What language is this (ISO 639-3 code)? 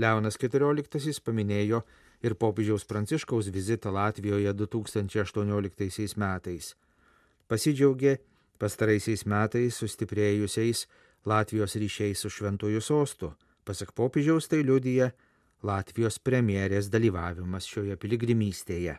lit